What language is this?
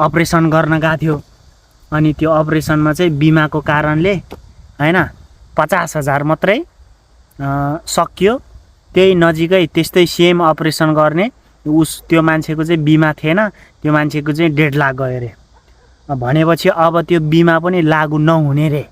Nepali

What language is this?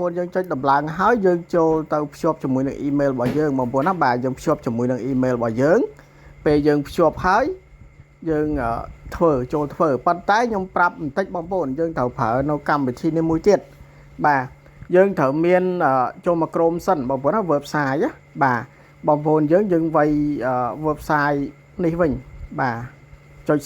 Khmer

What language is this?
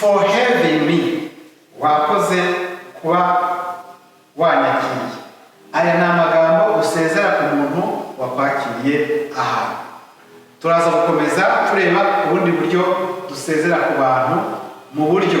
Kinyarwanda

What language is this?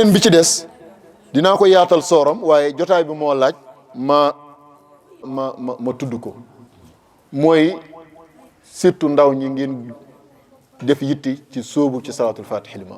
Wolof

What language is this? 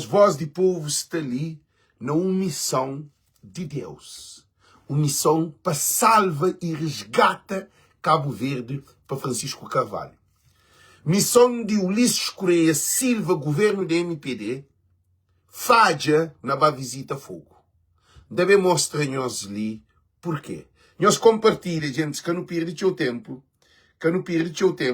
Kabuverdianu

